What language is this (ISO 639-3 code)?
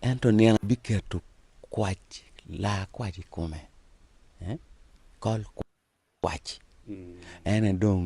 ach